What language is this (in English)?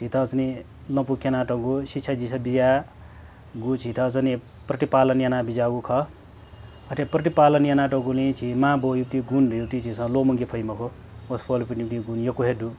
Newari